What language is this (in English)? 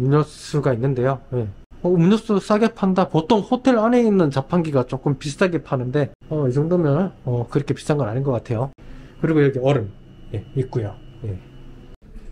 Korean